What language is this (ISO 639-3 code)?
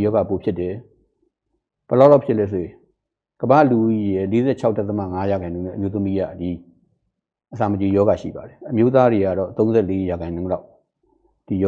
mya